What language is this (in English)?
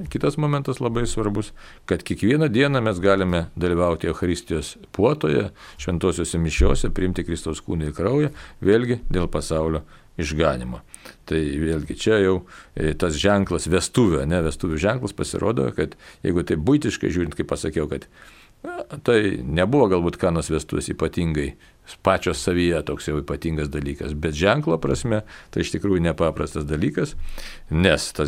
Lithuanian